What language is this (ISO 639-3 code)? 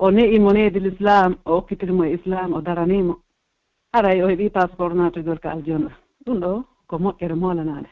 fuf